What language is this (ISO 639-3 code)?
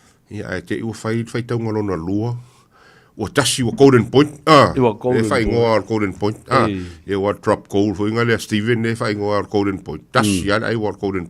smo